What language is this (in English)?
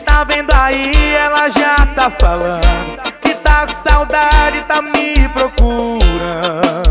Portuguese